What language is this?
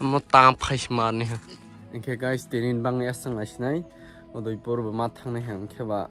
Kok Borok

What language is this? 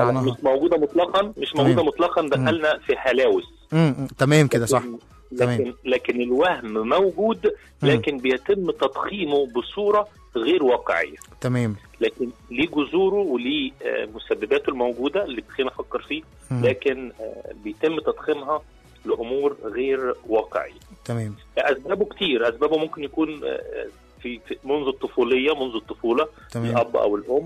Egyptian Arabic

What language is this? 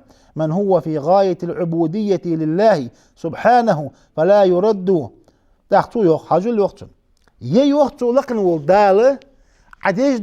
Ingush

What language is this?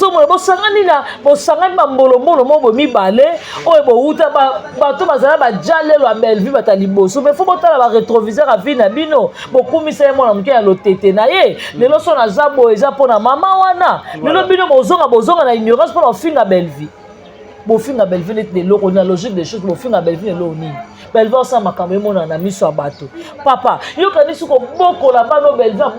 Lingala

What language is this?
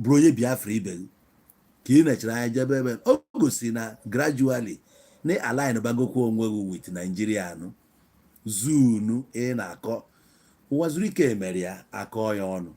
Igbo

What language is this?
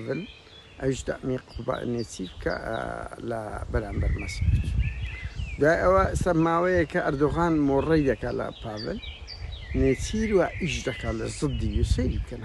Central Kurdish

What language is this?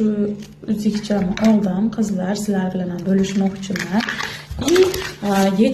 Uzbek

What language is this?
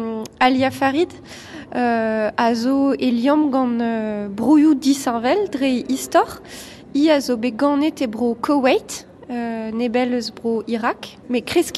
Breton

